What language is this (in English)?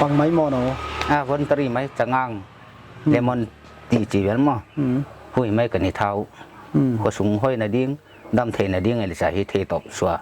Paite Chin